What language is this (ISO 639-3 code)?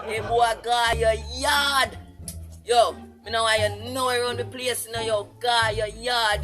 jam